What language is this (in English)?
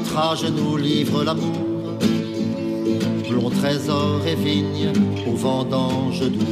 French